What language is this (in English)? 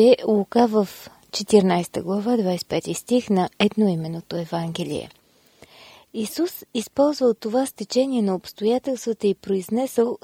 Bulgarian